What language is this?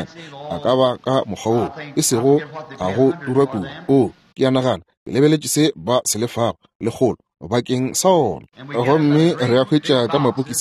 Northern Sotho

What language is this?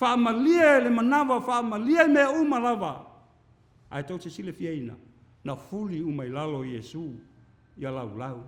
Samoan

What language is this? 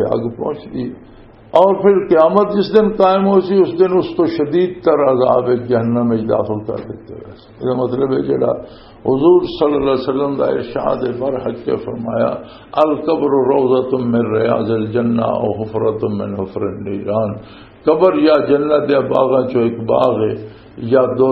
Western Panjabi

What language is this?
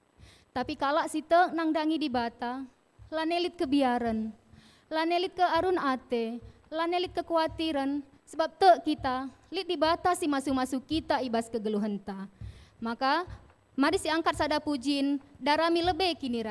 Batak Karo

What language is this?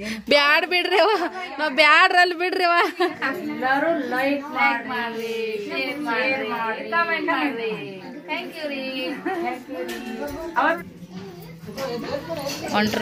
Kannada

